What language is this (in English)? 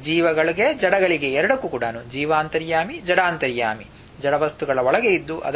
Kannada